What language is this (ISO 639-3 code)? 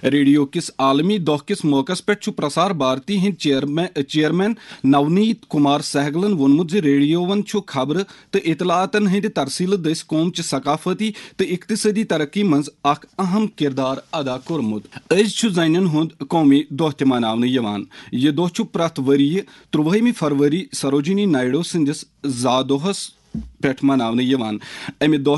kas